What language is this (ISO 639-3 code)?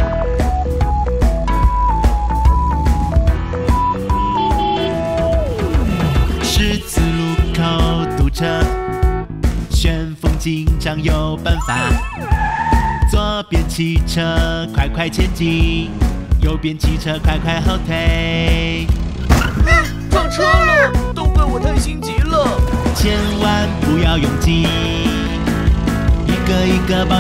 zho